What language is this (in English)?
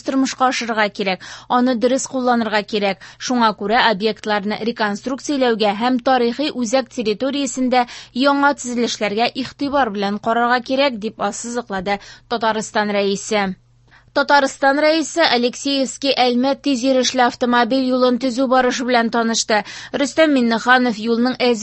Tatar